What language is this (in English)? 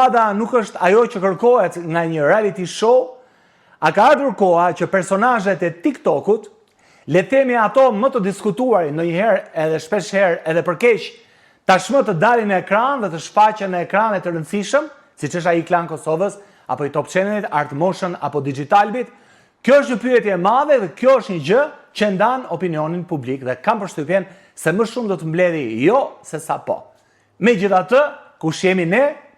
Albanian